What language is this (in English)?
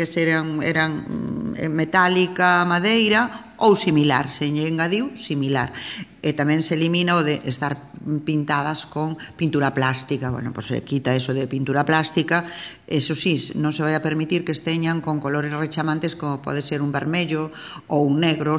Galician